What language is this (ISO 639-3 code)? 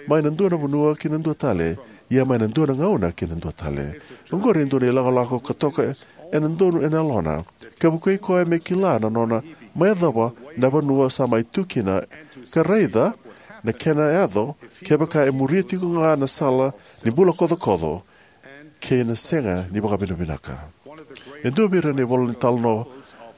fij